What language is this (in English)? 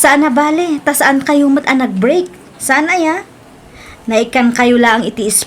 Iloko